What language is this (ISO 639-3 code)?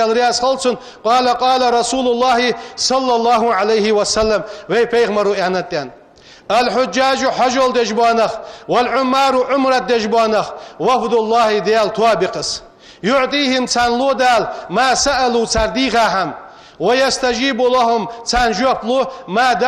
inh